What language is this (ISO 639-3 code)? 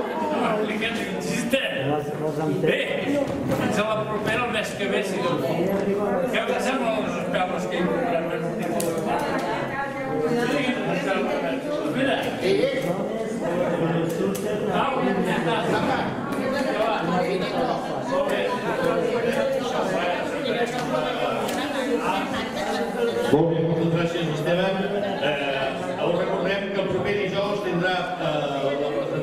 cat